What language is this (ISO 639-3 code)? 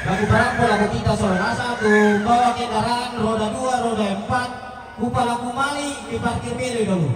sda